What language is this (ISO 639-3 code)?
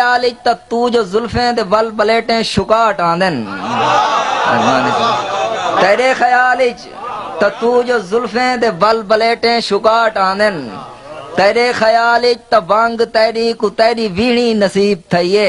skr